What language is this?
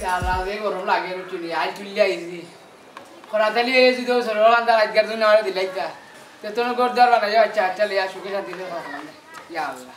Sylheti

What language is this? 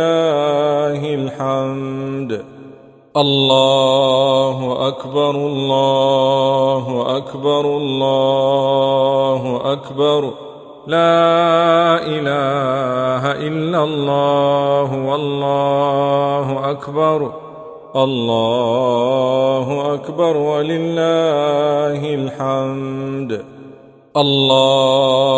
Arabic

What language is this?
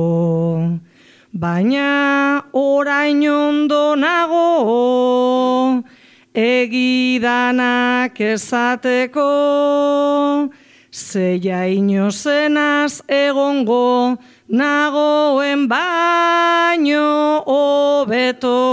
Basque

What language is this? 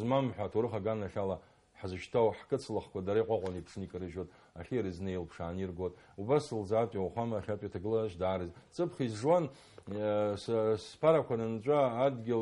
Abkhazian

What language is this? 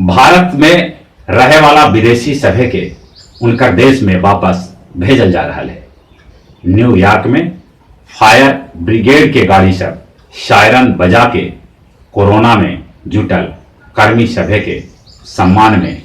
Magahi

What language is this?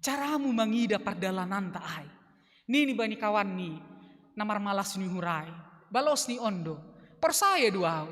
Batak Simalungun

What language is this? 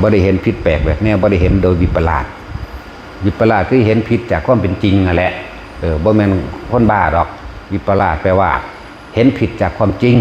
Northeastern Thai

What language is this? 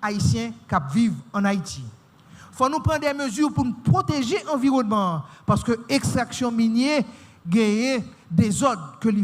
Haitian Creole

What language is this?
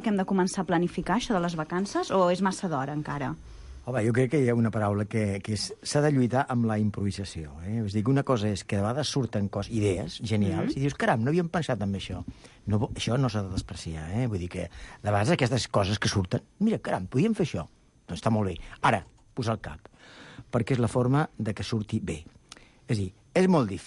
Catalan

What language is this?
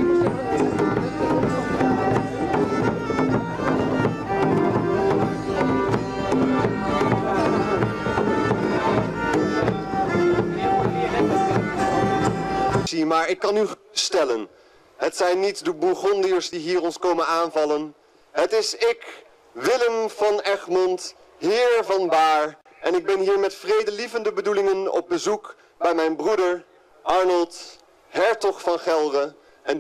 Dutch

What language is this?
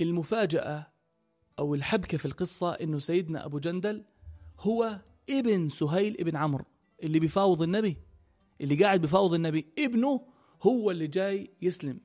North Levantine Arabic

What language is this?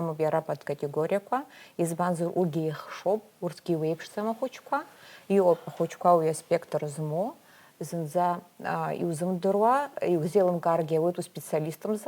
Abkhazian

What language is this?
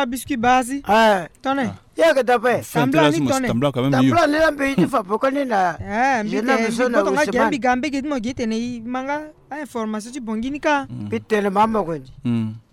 Sango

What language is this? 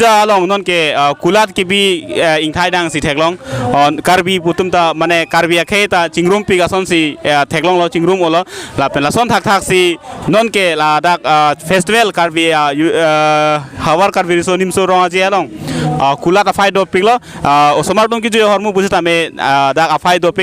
Karbi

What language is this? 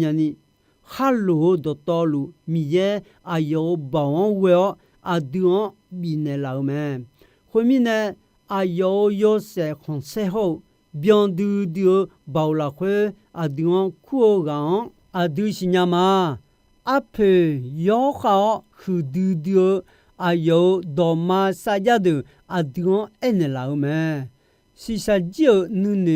Akha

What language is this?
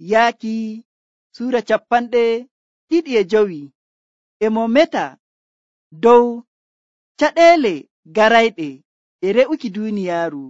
Nigerian Fulfulde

